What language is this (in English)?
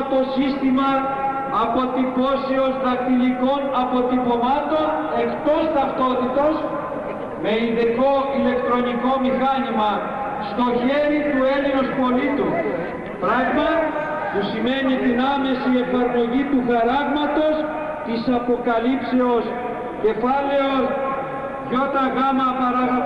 Greek